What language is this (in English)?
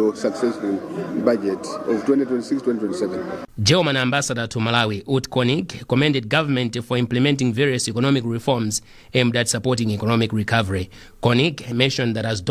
English